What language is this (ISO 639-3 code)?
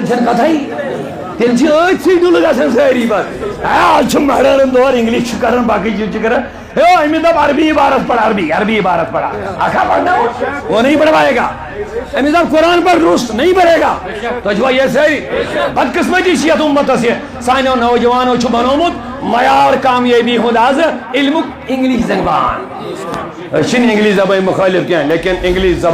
kas